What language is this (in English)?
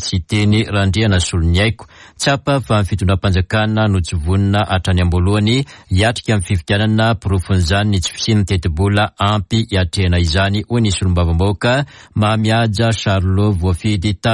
Malagasy